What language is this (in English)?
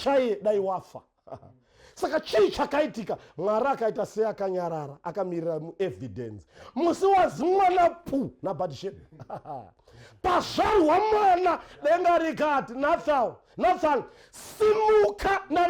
Shona